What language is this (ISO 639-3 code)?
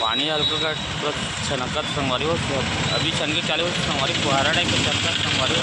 hne